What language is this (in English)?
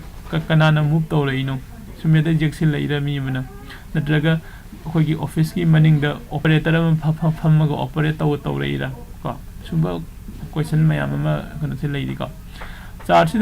Manipuri